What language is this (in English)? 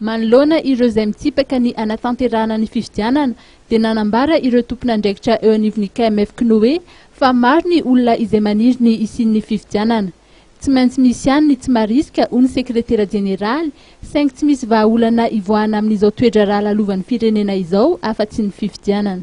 Malagasy